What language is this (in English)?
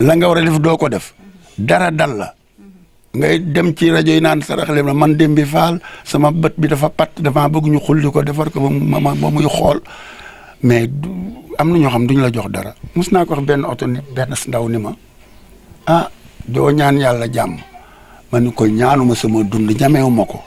Wolof